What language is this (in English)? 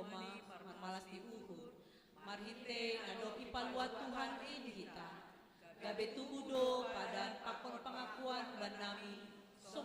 Batak Simalungun